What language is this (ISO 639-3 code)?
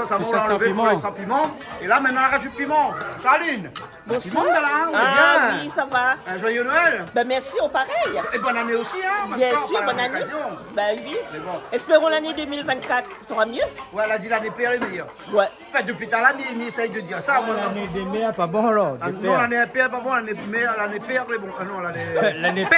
rcf